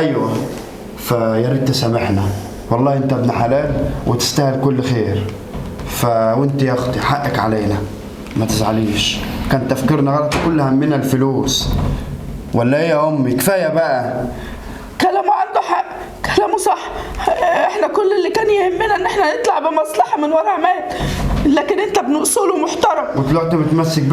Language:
Egyptian Arabic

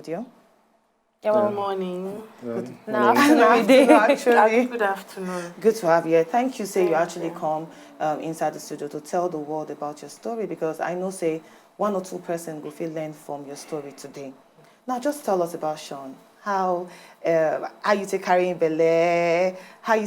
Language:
Nigerian Pidgin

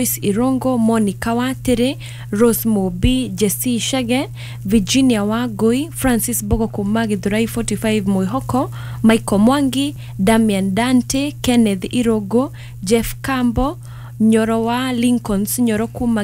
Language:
Kikuyu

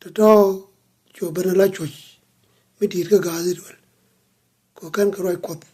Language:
Nuer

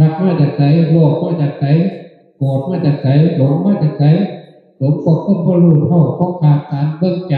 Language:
Northeastern Thai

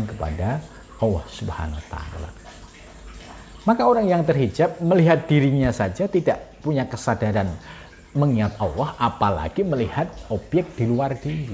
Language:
Indonesian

